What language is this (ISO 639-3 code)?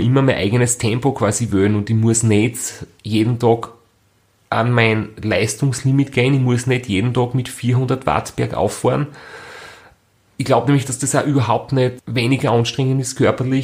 deu